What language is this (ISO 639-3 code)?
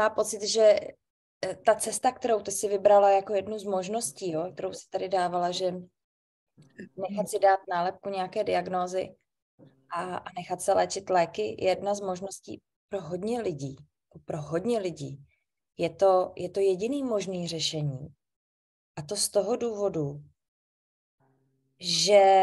ces